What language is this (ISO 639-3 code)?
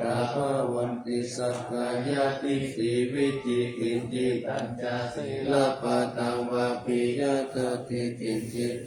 pli